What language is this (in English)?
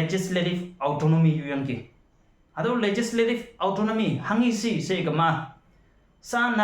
Konyak Naga